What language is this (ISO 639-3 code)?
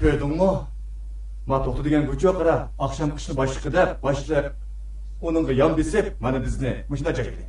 uig